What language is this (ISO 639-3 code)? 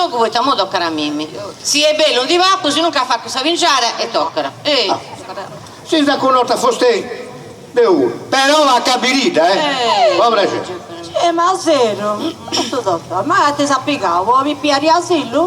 srd